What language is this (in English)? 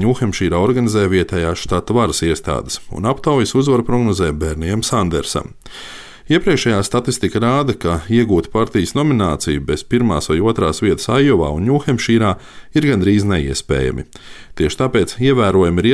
Latvian